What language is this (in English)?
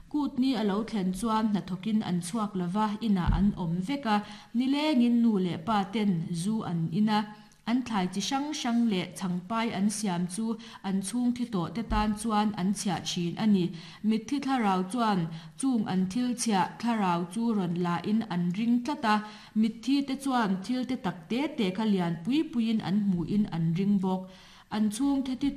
Mizo